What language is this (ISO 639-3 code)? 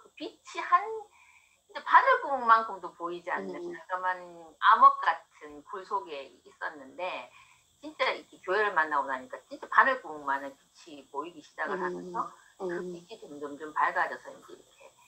kor